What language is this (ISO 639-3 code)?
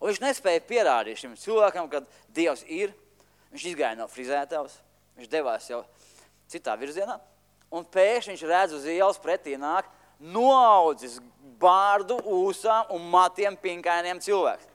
lav